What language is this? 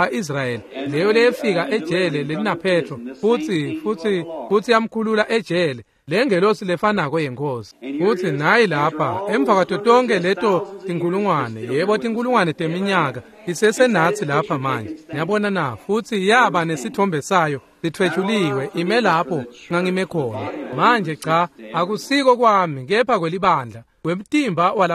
Swati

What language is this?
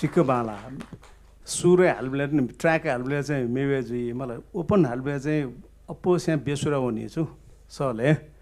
Newari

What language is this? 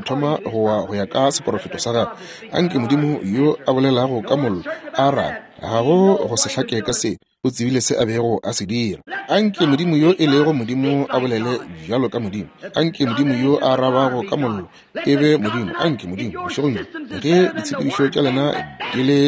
Northern Sotho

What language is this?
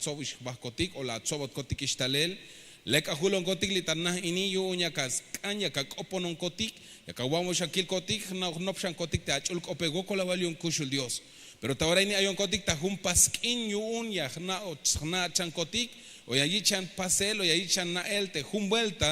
Tzeltal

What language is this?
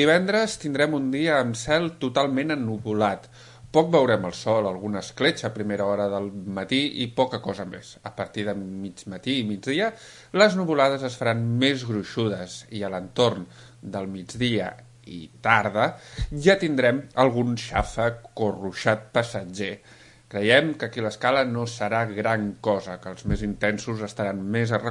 Catalan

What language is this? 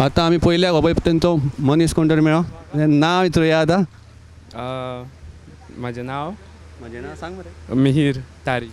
Konkani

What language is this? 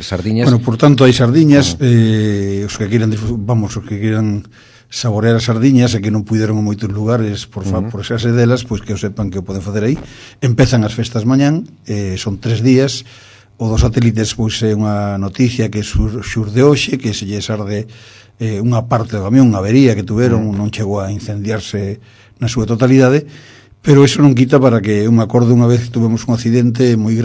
Galician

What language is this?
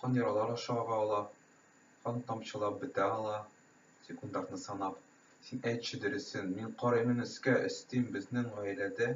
Tatar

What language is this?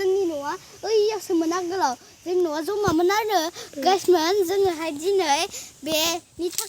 Bodo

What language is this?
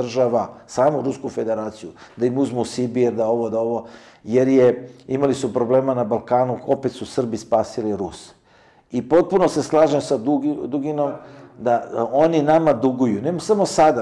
Serbian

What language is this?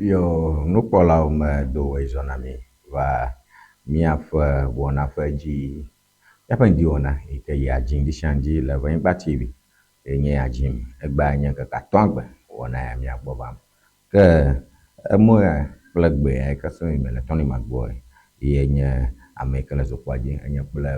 Ewe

